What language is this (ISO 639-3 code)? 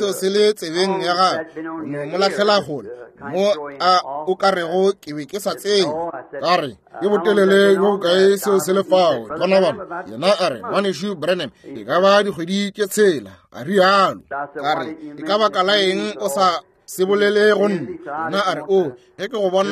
nso